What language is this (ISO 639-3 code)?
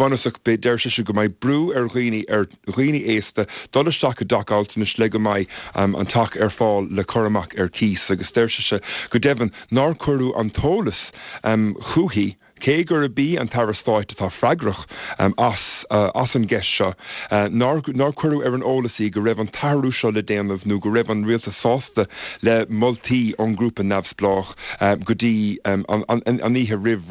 gle